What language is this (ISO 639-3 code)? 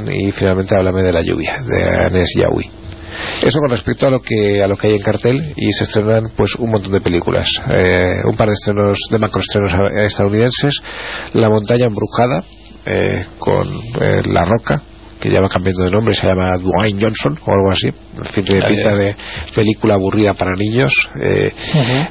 spa